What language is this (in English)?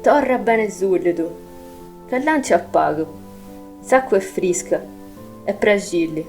Sardinian